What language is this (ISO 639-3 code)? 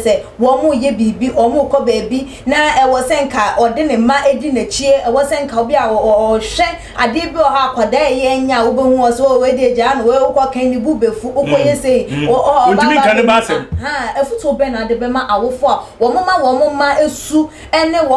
aka